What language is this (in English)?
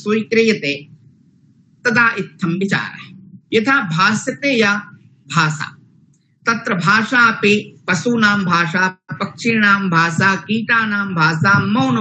Sanskrit